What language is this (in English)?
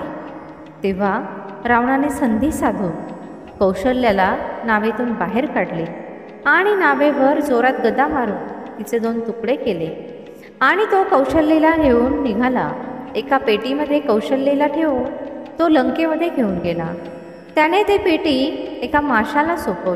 Marathi